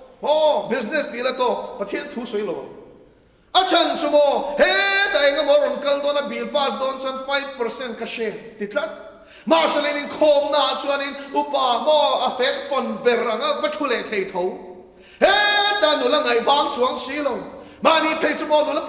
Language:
Mizo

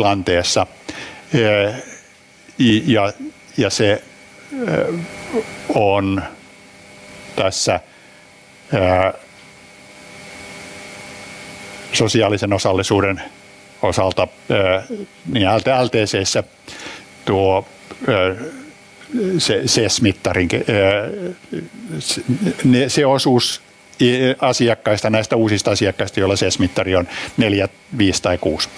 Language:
Finnish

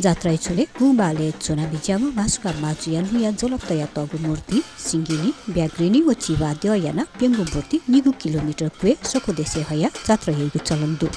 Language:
Newari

